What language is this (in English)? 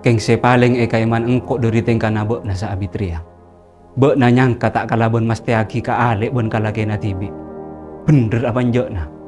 Madurese